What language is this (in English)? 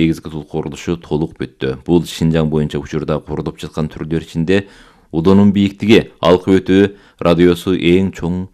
Kyrgyz